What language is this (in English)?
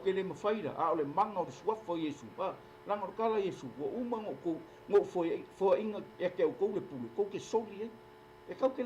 Samoan